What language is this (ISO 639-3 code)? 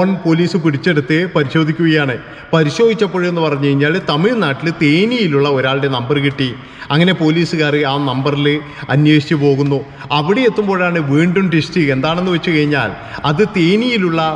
mal